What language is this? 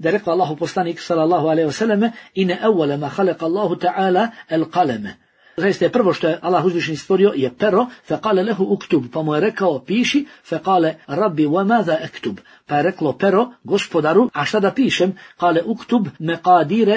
Bosnian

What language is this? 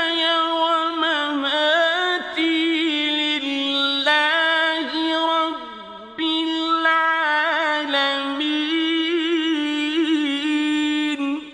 Arabic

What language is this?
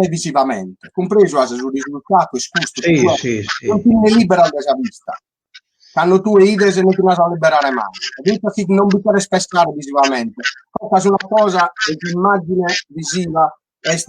Sardinian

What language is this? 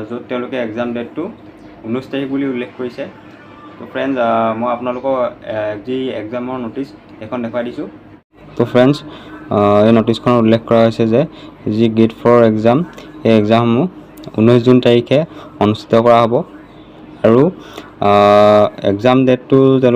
Assamese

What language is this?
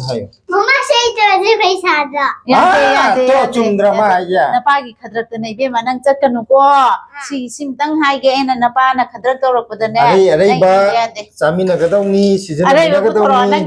Manipuri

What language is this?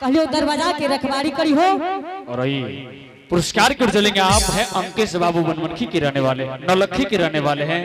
Angika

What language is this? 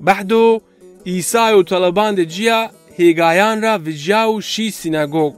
Zaza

